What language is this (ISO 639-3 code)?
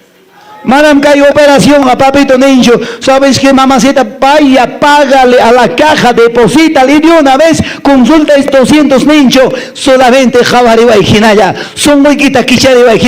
que